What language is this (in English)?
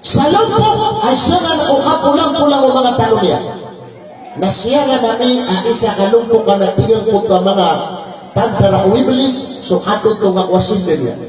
Maranao